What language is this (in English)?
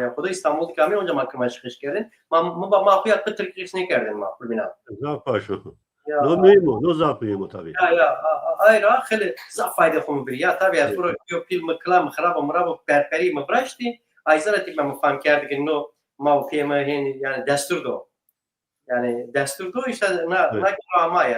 Zaza